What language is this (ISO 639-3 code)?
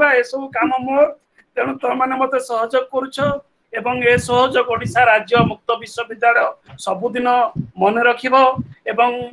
ori